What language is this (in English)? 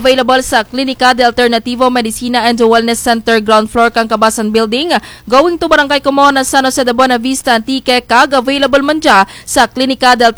Kinaray-a